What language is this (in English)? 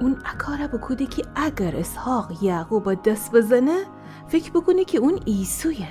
Gilaki